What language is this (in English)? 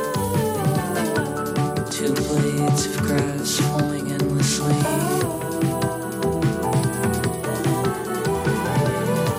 English